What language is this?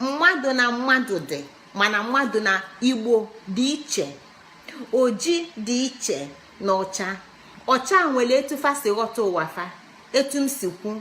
Igbo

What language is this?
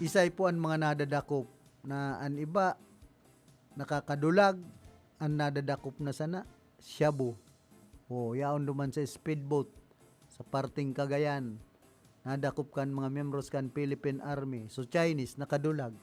Bikol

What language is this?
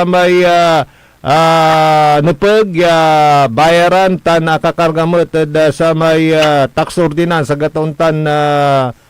Pangasinan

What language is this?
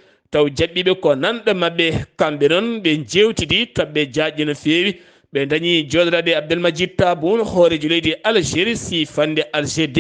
Fula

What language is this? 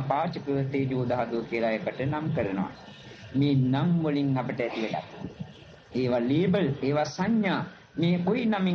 Sinhala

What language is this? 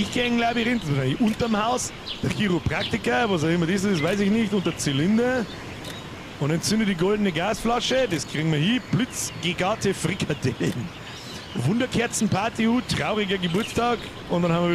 Bavarian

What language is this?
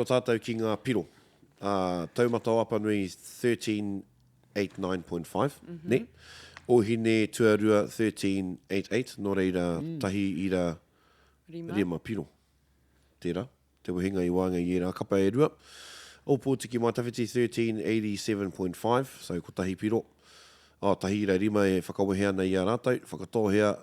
Māori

